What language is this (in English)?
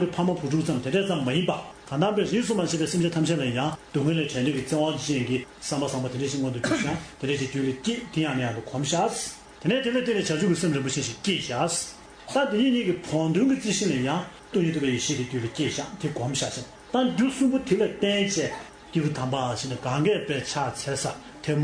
Tibetan